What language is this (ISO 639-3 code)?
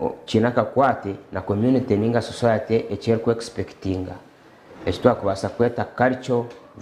nyn